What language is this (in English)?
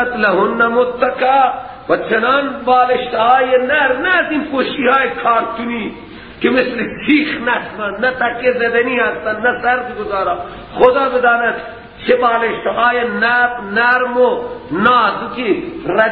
Persian